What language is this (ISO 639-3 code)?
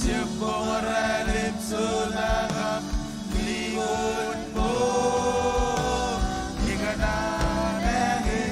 mah